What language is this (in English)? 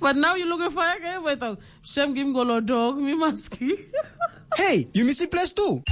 Tok Pisin